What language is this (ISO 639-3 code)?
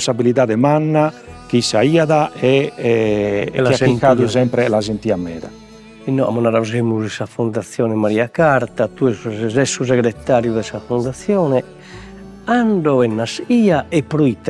srd